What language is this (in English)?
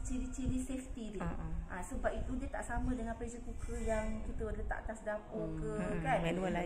Malay